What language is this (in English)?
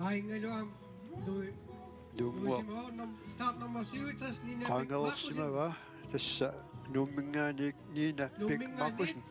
Kalaallisut